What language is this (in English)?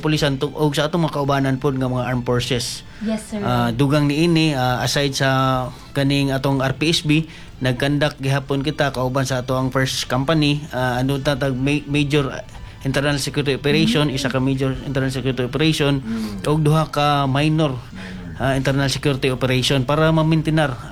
Cebuano